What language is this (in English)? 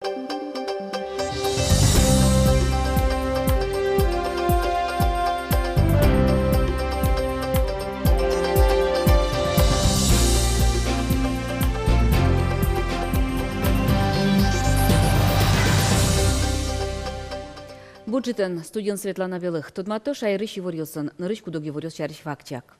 Udmurt